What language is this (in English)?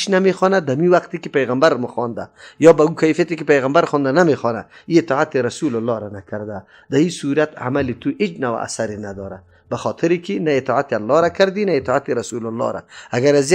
Persian